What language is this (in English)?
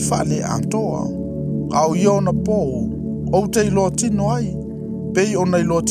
Samoan